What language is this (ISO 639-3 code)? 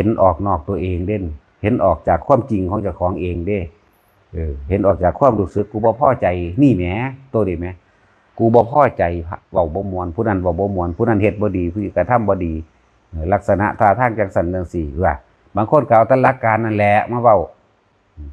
tts